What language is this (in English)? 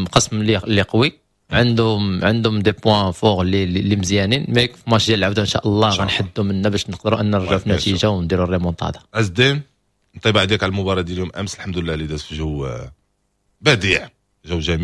Moroccan Arabic